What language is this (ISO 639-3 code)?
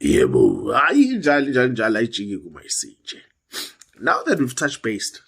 zul